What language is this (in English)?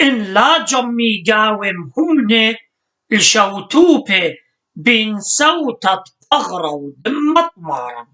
Assyrian Neo-Aramaic